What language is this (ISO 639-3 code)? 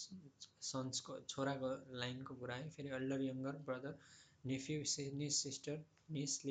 nep